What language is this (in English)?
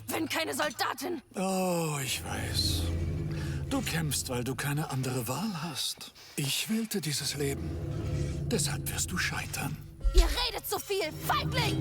Bavarian